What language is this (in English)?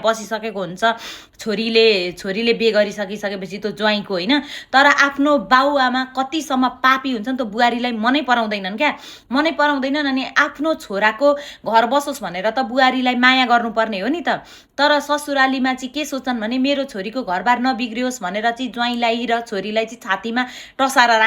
Nepali